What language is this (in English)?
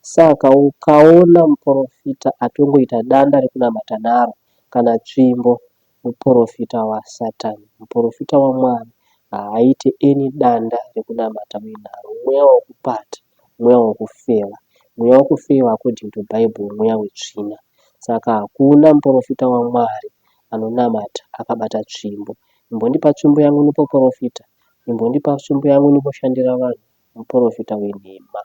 Shona